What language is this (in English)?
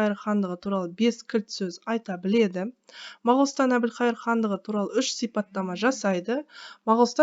Kazakh